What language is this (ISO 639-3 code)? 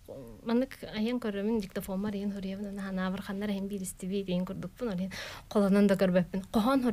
sah